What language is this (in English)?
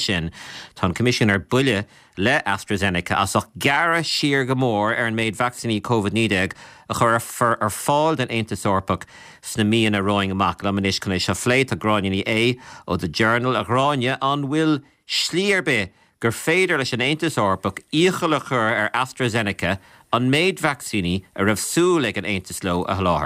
Irish